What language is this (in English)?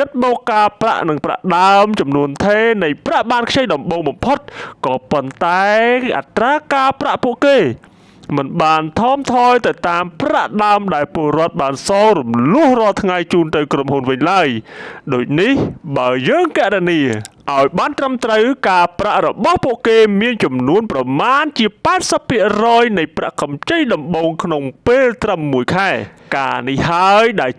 Khmer